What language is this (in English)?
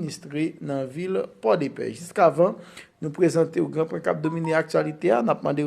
Haitian Creole